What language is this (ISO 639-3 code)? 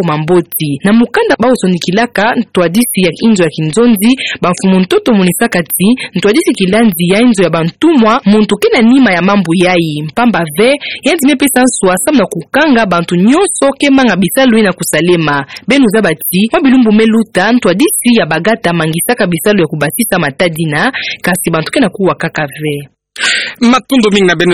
ktu